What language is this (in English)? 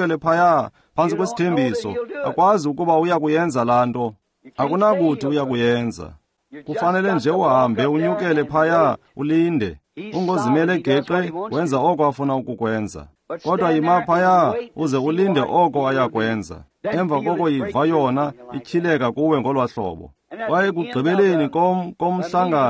Xhosa